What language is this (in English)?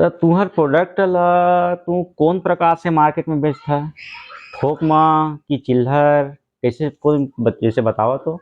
Chhattisgarhi